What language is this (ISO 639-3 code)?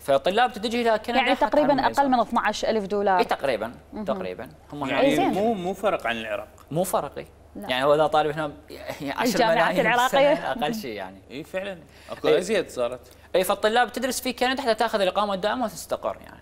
acm